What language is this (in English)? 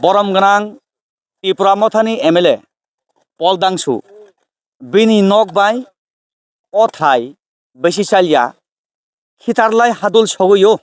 Kok Borok